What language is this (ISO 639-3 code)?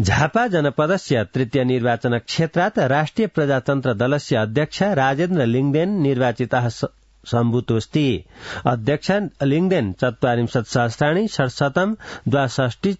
san